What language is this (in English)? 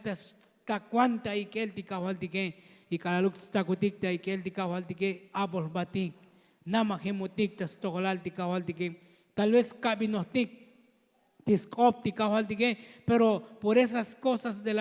Tzotzil